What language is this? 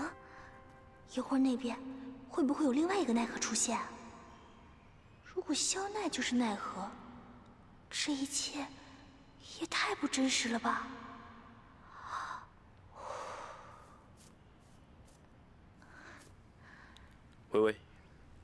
Chinese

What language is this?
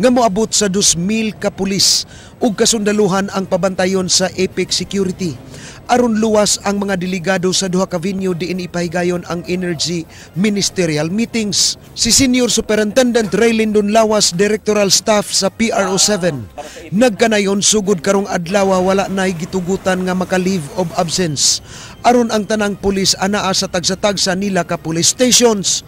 Cebuano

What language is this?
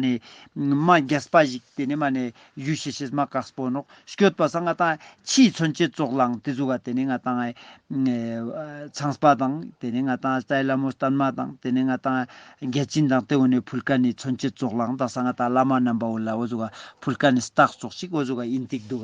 Ladakhi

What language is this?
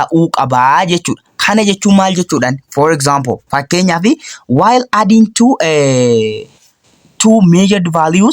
Oromo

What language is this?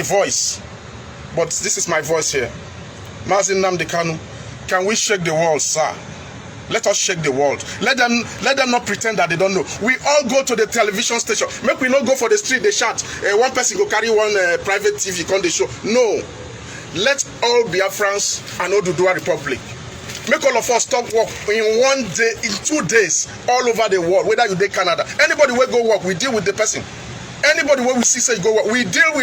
Nigerian Pidgin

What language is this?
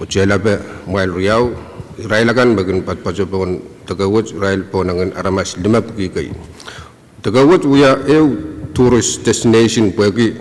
Pohnpeian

